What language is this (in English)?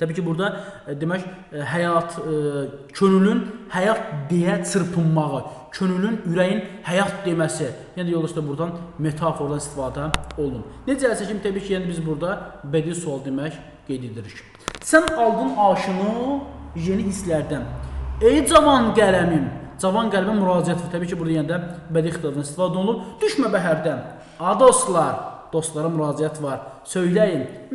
Azerbaijani